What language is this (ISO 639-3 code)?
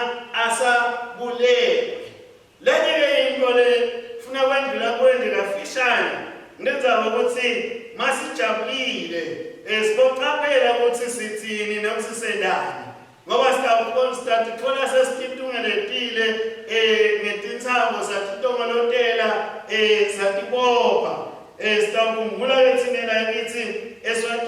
ssw